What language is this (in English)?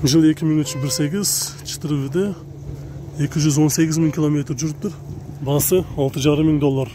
Kyrgyz